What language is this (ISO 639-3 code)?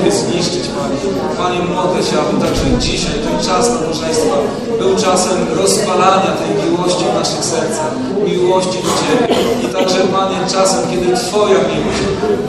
pol